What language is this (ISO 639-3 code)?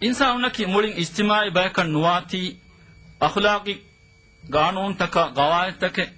div